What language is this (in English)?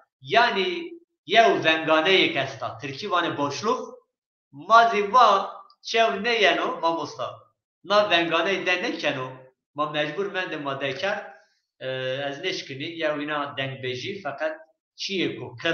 Zaza